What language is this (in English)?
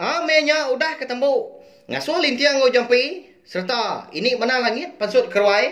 Iban